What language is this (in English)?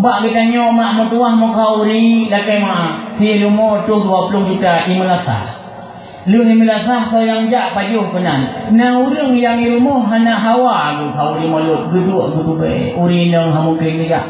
Achinese